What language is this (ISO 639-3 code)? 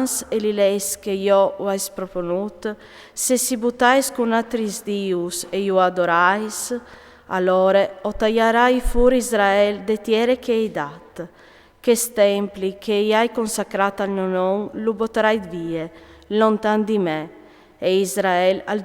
fur